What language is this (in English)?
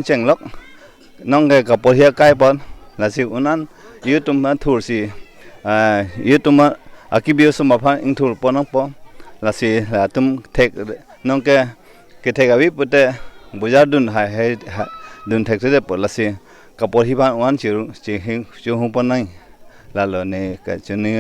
Karbi